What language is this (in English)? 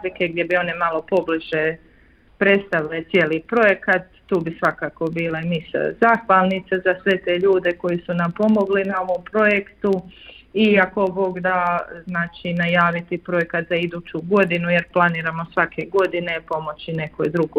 Croatian